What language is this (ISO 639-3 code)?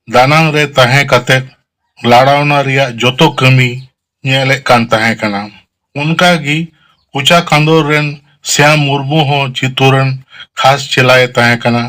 sat